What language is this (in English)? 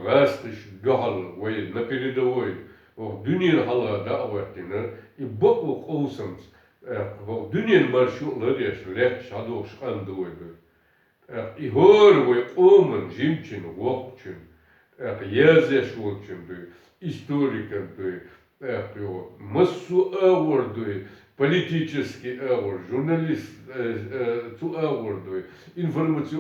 Chechen